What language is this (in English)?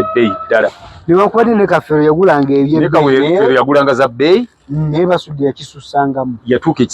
Ganda